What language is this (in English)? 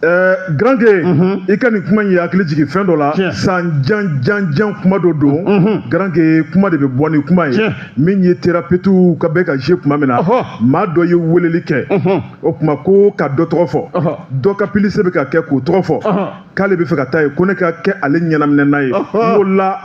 Bambara